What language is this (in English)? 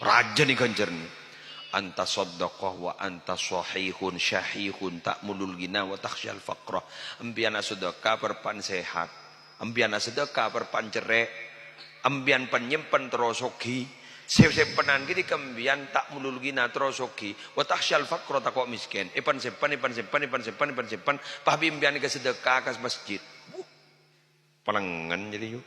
Madurese